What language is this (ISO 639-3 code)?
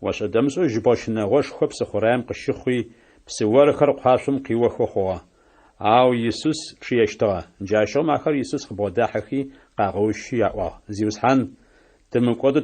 ady